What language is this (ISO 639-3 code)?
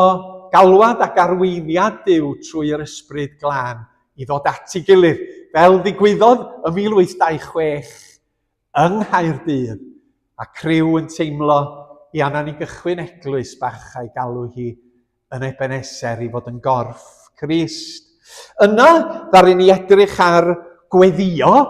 cym